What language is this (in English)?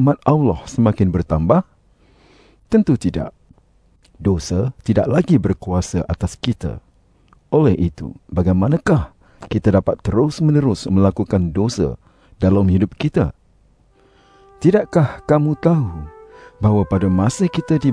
Malay